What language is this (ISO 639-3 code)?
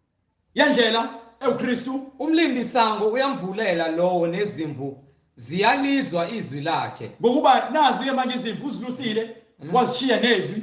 zul